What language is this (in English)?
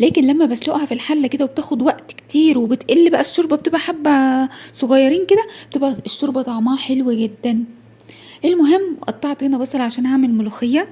Egyptian Arabic